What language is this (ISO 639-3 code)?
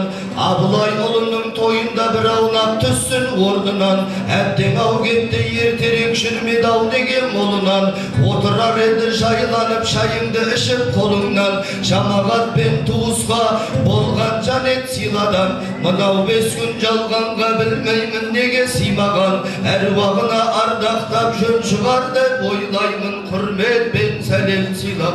kaz